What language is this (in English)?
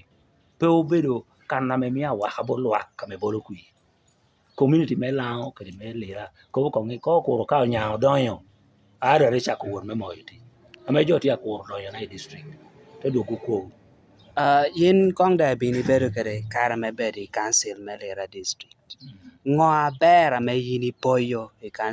Lango (Uganda)